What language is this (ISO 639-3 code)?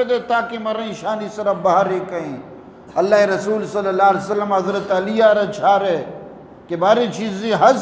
bgp